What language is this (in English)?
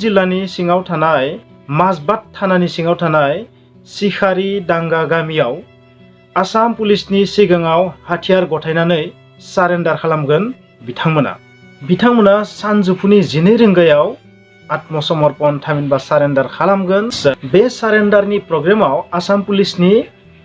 Bodo